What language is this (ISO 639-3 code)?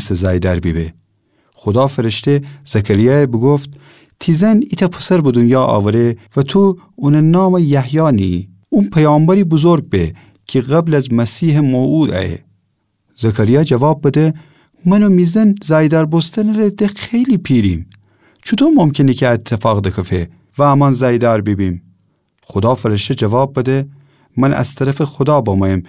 glk